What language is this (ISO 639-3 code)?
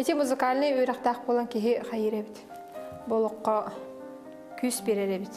sah